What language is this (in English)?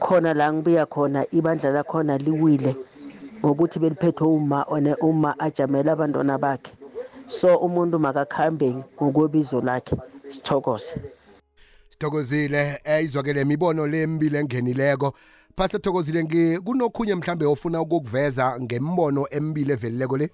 South Ndebele